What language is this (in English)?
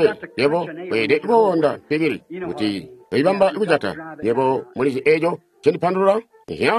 Tonga (Zambia)